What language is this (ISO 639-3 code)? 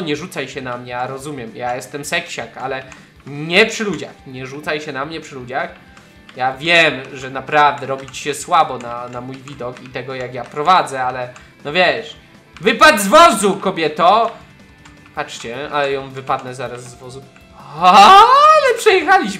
pol